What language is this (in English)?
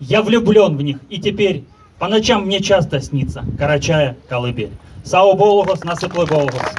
Karachay-Balkar